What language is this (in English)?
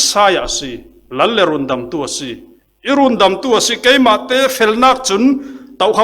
Falam Chin